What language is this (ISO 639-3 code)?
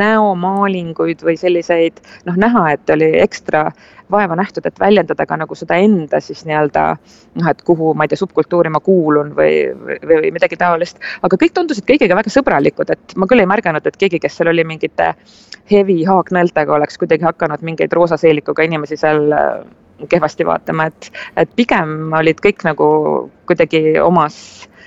est